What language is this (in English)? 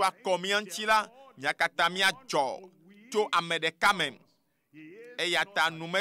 Ewe